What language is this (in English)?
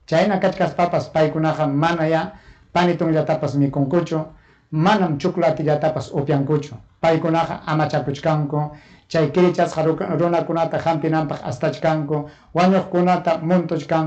Ayacucho Quechua